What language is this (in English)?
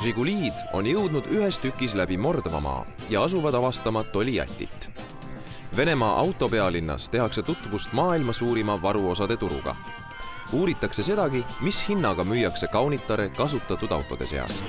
Estonian